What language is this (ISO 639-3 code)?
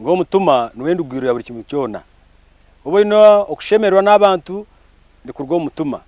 nyn